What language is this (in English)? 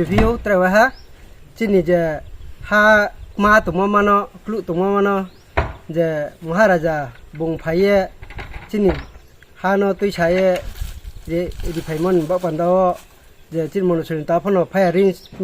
Kok Borok